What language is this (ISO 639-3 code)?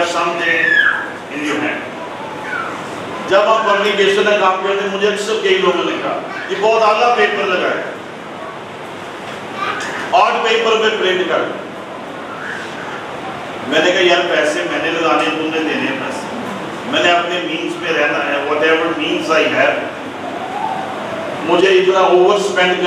urd